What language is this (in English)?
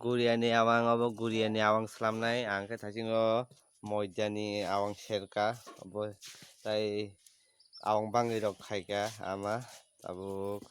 Kok Borok